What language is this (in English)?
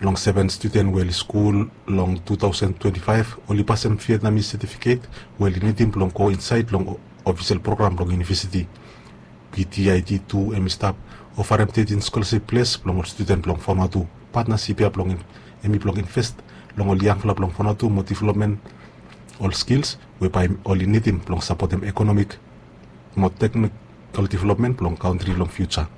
Bislama